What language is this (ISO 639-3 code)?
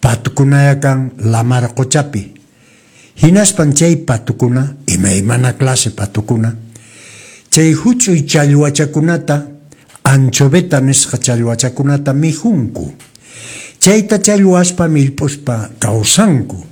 que